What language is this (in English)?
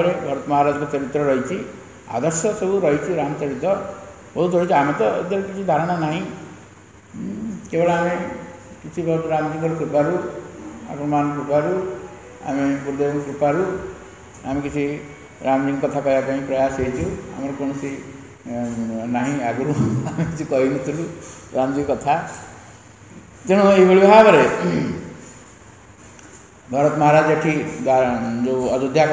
Odia